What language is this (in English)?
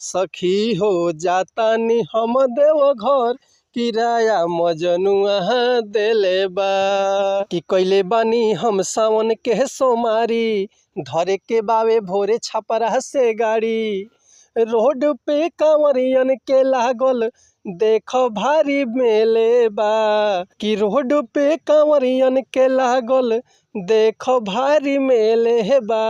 Bhojpuri